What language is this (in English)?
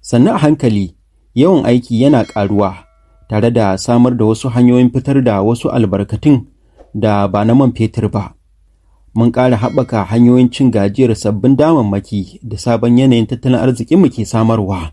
Hausa